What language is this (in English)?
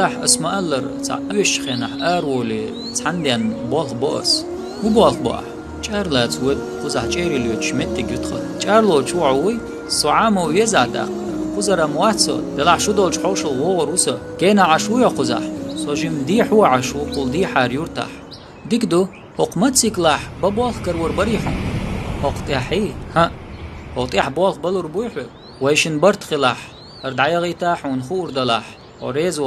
Chechen